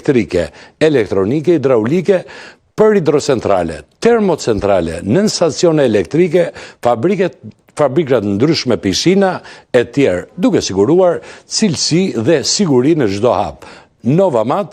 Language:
Albanian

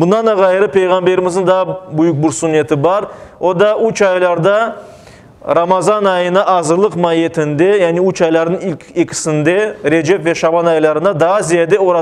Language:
Crimean Tatar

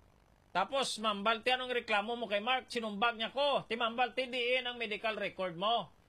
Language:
Hiligaynon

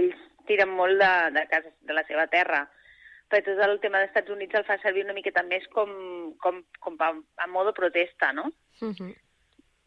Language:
Catalan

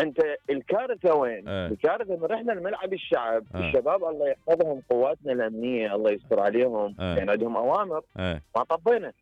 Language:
Mesopotamian Arabic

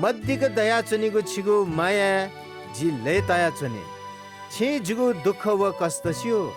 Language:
Newari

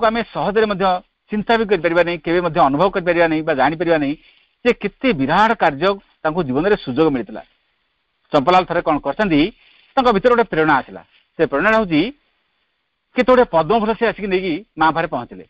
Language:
Odia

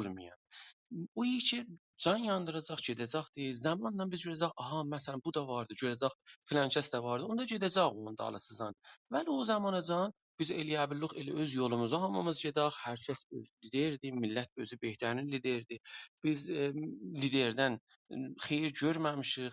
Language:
South Azerbaijani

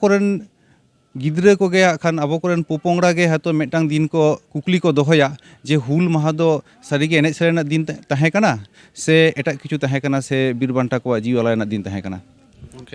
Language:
Santali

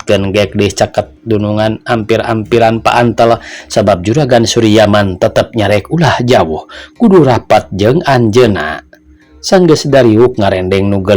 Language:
Sundanese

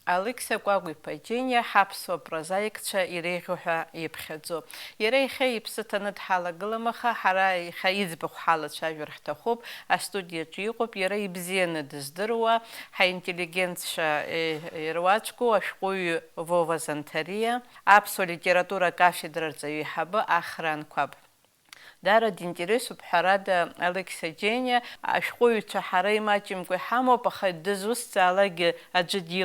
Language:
Abkhazian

